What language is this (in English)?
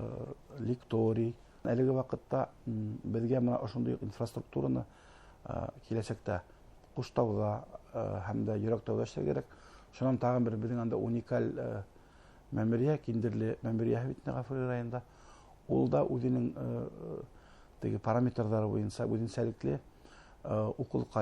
Bashkir